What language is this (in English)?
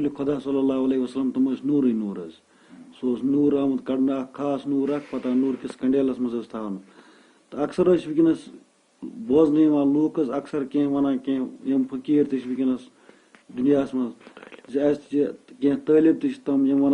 Kashmiri